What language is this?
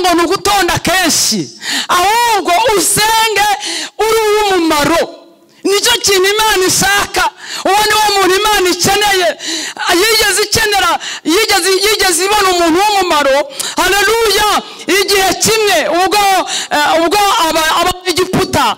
Kinyarwanda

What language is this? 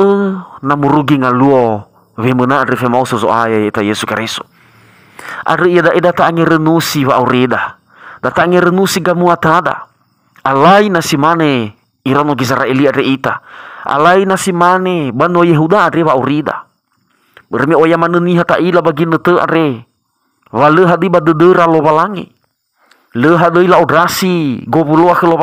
Nias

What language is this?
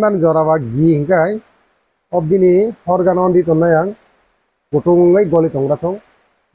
Kok Borok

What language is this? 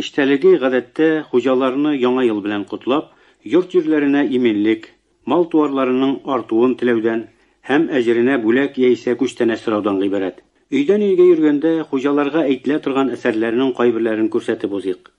Tatar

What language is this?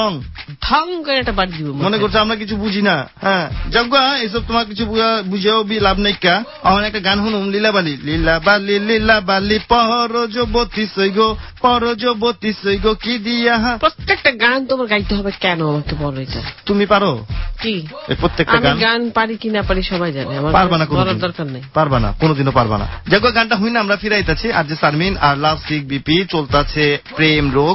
Bangla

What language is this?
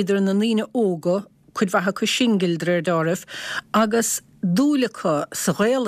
Irish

